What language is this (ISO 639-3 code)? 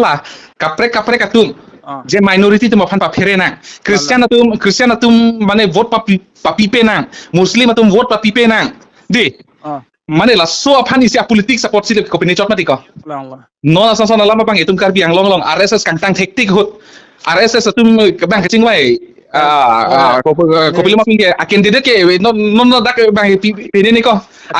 mjw